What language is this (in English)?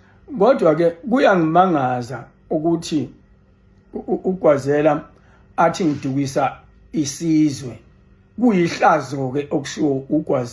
Zulu